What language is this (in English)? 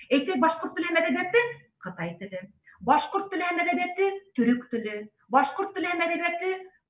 Bashkir